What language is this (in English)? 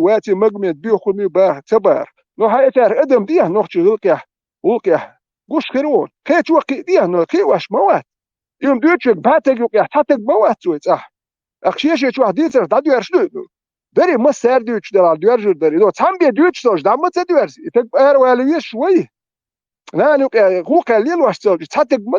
Chechen